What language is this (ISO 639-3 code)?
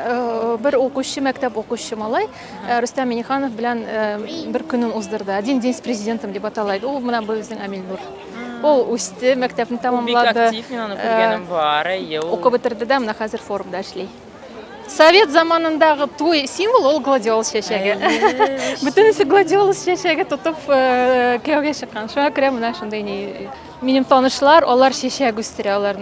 tat